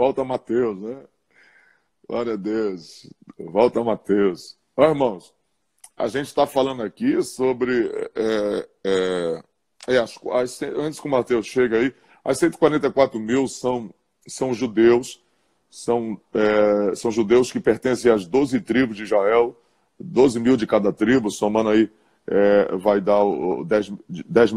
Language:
Portuguese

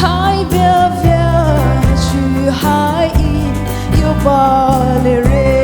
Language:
Poumei Naga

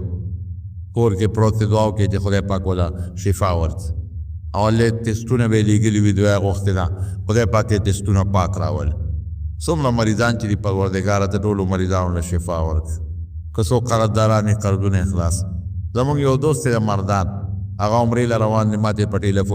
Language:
Pashto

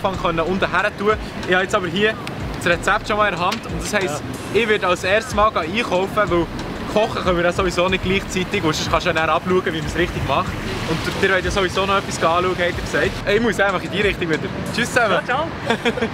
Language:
Swiss German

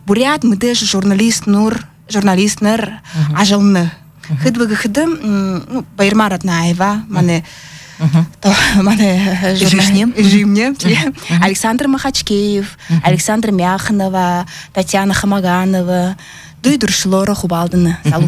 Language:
Buriat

